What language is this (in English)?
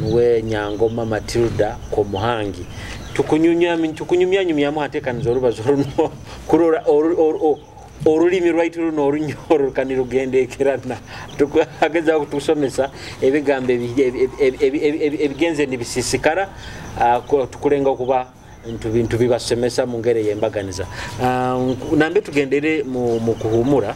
Nyoro